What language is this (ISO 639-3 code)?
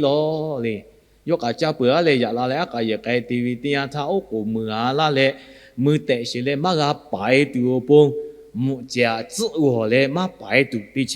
lhu